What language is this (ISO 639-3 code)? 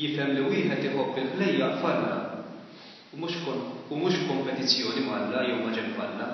mlt